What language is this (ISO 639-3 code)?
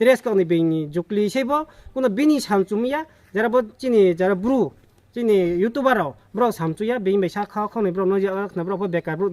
trp